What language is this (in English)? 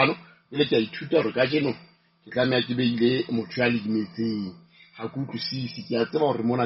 Southern Sotho